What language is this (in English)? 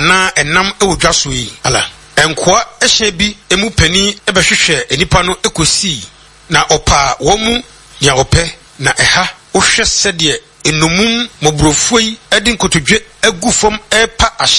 Akan